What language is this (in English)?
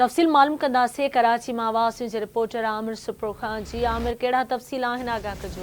Sindhi